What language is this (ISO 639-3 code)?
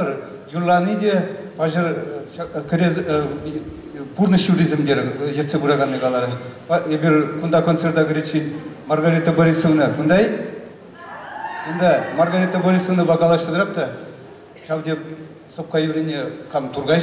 chv